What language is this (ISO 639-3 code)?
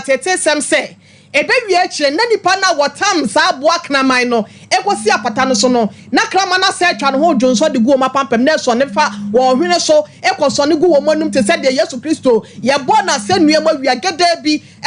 aka